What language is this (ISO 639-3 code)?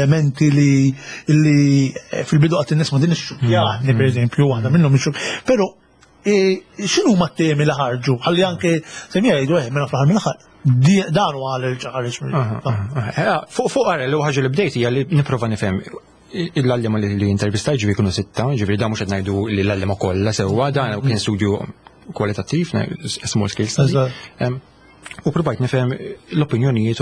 mlt